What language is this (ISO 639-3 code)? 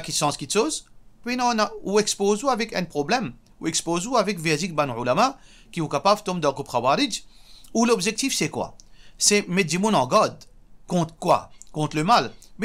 mfe